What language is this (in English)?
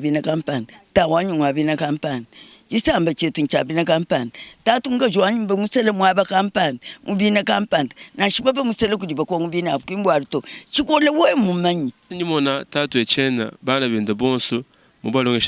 Luba-Lulua